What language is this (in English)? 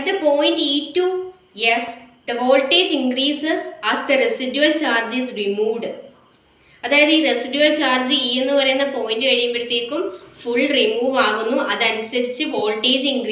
Malayalam